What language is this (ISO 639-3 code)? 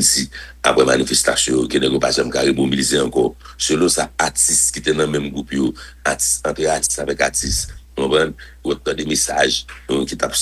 hat